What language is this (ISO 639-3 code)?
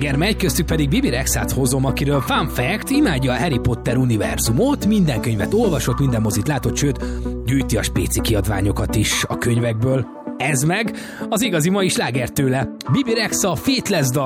hun